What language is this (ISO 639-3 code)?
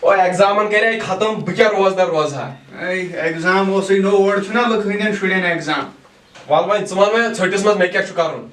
kas